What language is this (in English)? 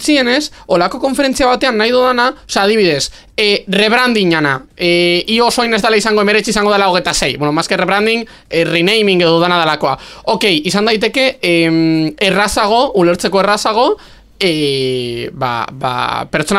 Basque